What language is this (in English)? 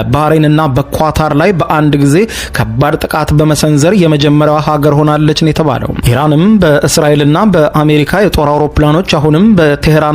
Amharic